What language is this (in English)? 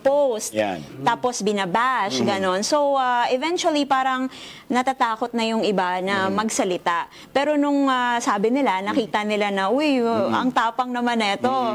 Filipino